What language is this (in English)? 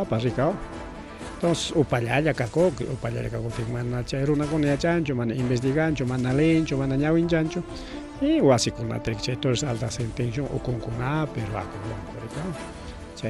Ayacucho Quechua